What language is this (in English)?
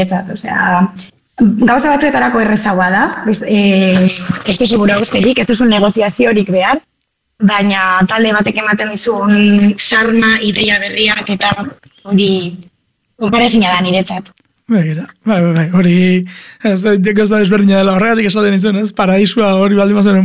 Basque